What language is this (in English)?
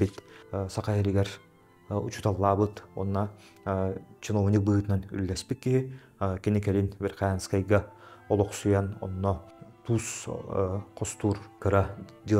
Yakut